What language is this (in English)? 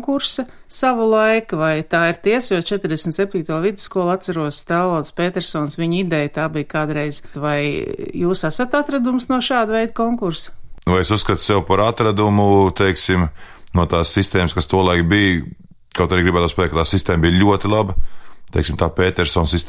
Latvian